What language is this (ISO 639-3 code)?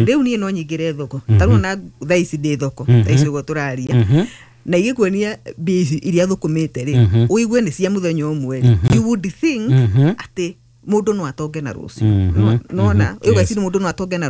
kik